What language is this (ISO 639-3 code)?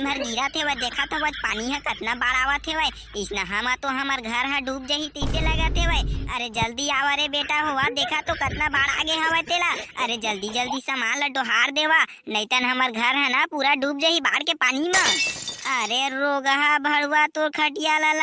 hne